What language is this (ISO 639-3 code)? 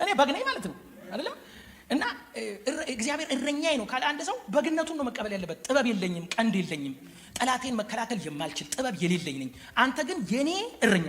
amh